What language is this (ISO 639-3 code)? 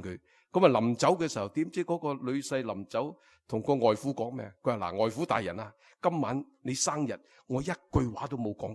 yue